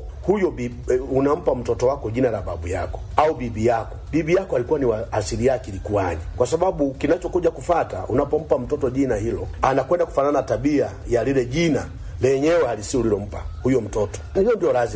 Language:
Swahili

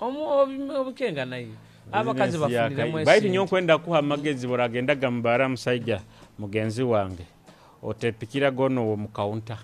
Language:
Nyoro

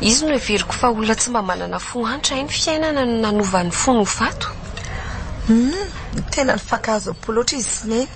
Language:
Malagasy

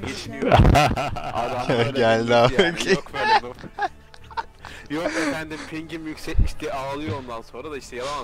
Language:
Turkish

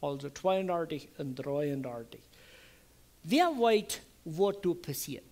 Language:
Plautdietsch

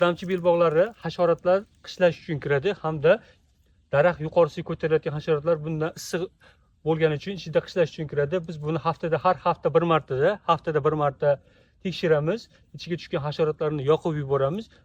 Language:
Uzbek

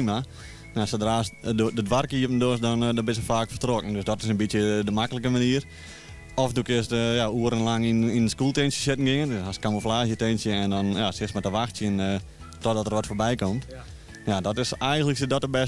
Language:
Western Frisian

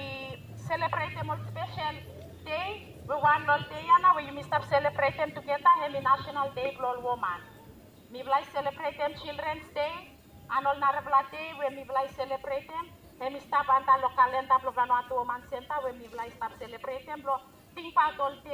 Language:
Bislama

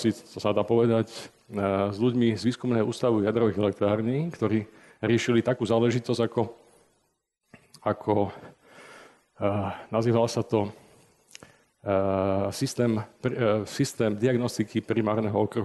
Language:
Slovak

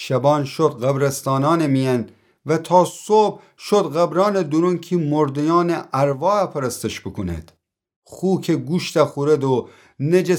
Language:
Gilaki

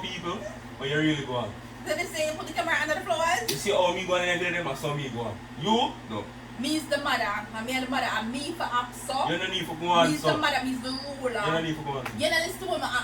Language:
Jamaican Creole English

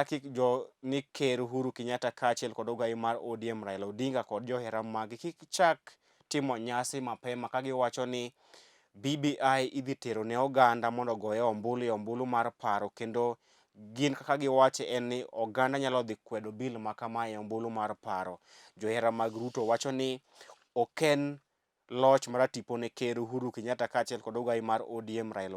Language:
Luo (Kenya and Tanzania)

